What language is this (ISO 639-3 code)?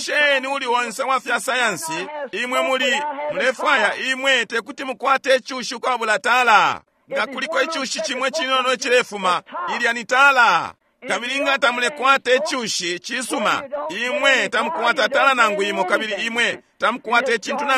bem